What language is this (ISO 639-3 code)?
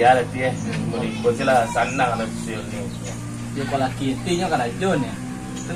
min